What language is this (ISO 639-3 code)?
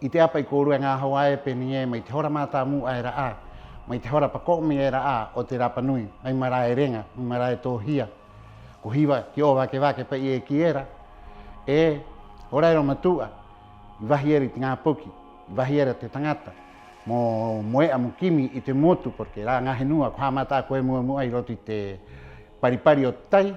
rap